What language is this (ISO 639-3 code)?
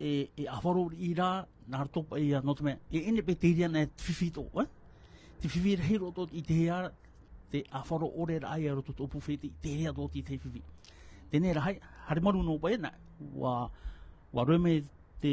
tah